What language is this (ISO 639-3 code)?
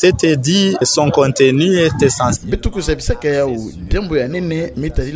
ktu